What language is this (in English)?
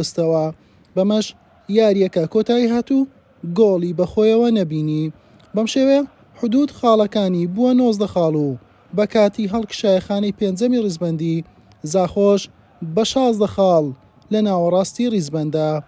Central Kurdish